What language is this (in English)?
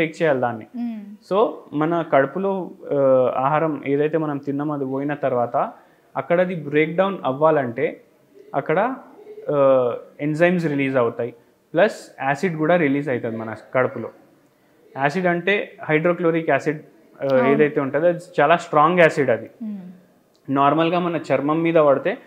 Telugu